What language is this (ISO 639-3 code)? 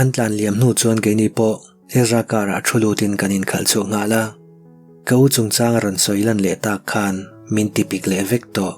lus